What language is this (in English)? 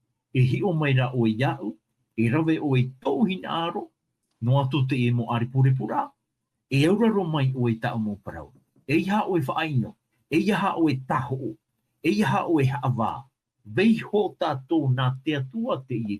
Tahitian